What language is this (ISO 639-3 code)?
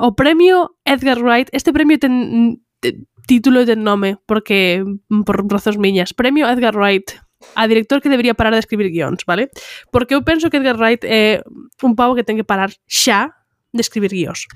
glg